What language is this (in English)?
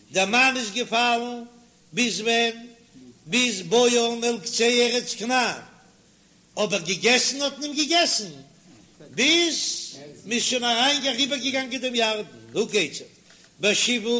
Yiddish